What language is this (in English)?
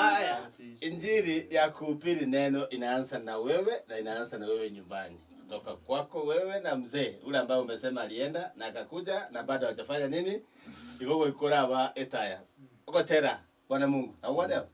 Gusii